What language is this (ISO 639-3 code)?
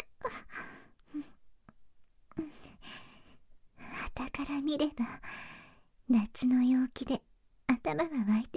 jpn